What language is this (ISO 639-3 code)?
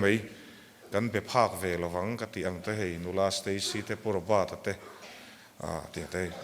lus